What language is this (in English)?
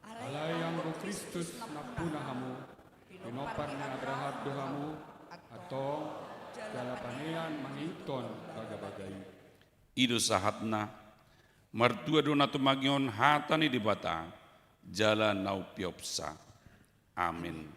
Batak Toba